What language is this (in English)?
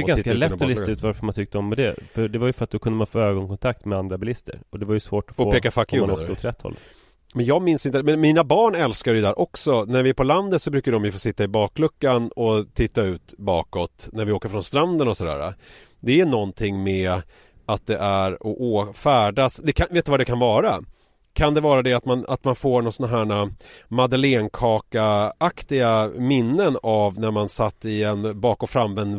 Swedish